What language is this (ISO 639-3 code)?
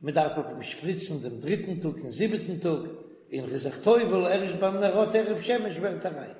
yid